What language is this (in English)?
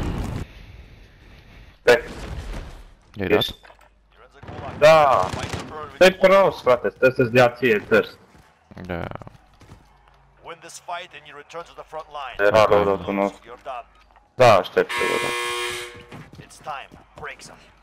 Romanian